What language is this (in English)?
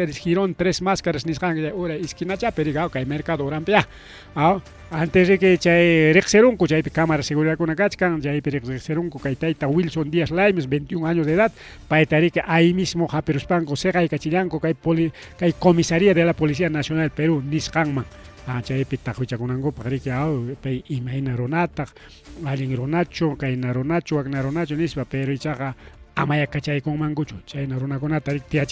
Ayacucho Quechua